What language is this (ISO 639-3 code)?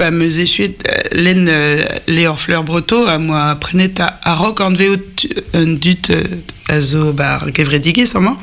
bre